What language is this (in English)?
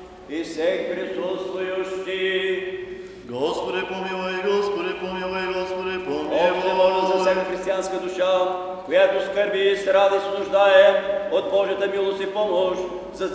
Bulgarian